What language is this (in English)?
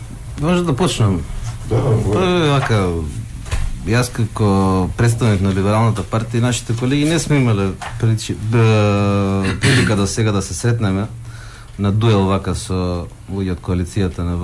Macedonian